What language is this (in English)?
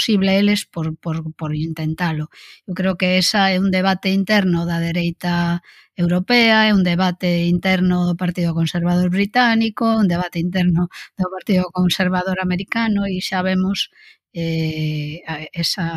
Galician